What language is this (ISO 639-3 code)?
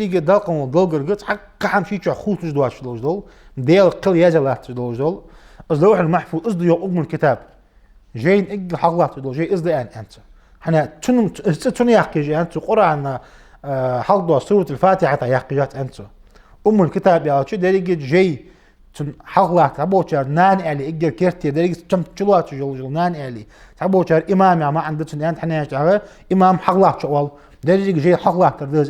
inh